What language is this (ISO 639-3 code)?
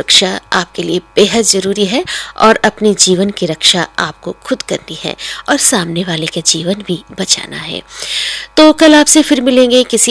hin